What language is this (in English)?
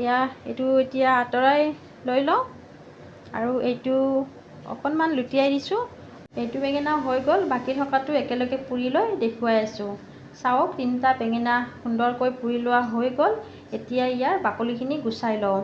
Assamese